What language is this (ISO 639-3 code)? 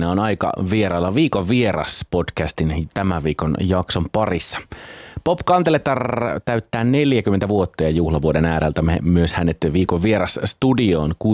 fin